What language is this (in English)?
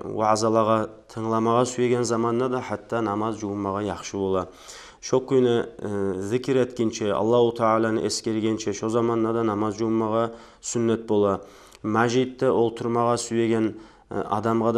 Kumyk